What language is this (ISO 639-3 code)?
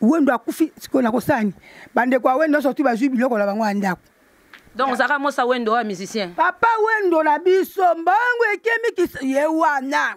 lin